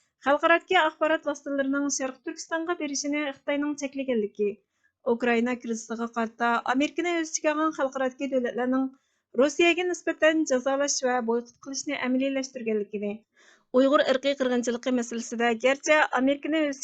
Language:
Uyghur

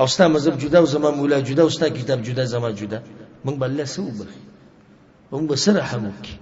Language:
Pashto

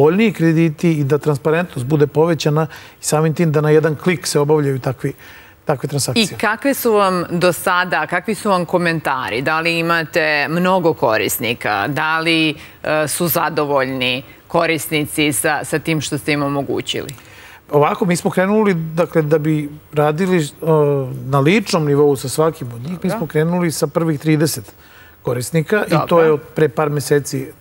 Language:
Serbian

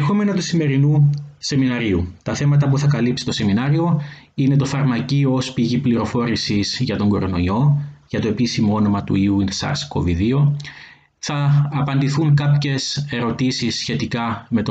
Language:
Greek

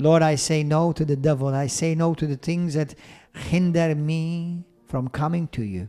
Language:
English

